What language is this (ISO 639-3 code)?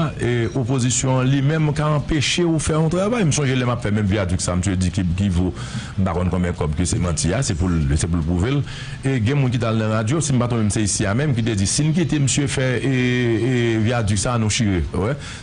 hat